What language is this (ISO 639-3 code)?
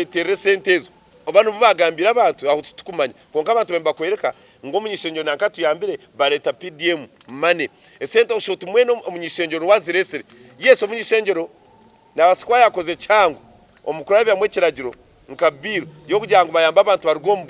nyn